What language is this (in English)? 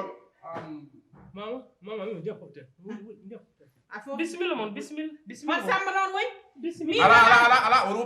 Fula